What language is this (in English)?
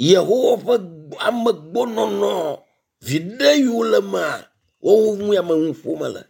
Ewe